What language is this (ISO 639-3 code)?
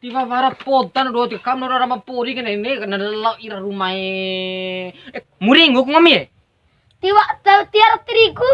bhp